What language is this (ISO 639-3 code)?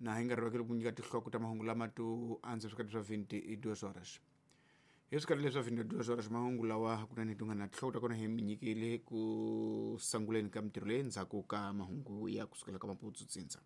tso